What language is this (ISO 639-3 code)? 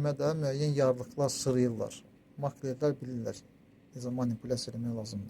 aze